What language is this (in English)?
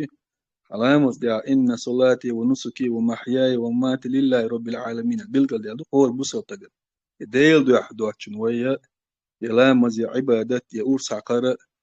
Chechen